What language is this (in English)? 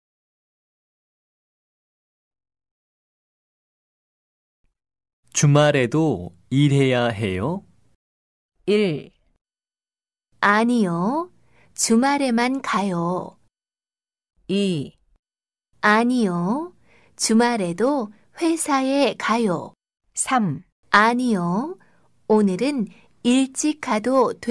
Korean